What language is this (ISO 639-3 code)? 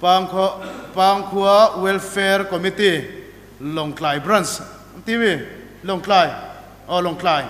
cnh